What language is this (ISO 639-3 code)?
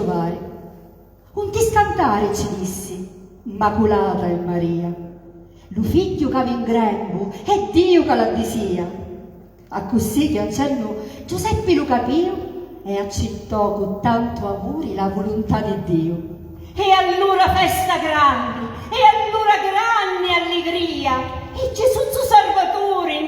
scn